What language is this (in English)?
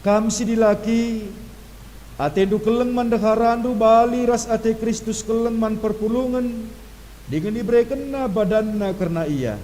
Batak Karo